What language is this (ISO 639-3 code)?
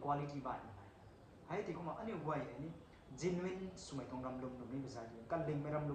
nbu